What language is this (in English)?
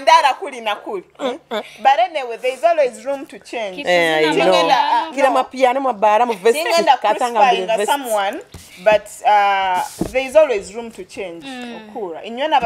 Nyoro